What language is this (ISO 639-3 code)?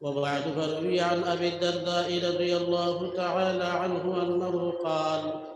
syl